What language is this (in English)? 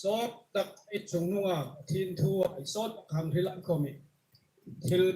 Hmar